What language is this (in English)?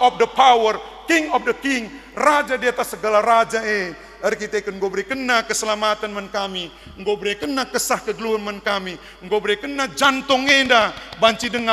Batak Karo